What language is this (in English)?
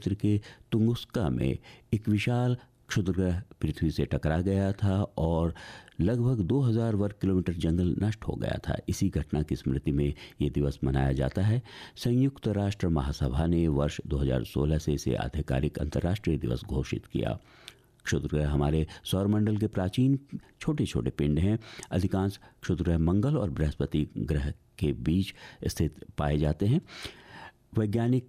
Hindi